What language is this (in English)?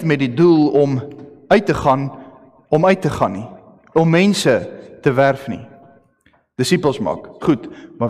Afrikaans